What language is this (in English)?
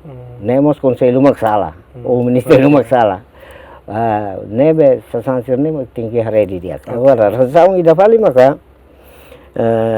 Tetum